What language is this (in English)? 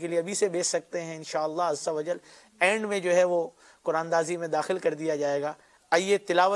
Urdu